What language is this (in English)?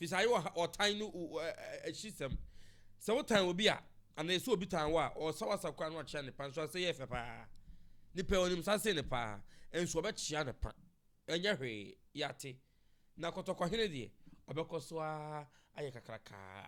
Akan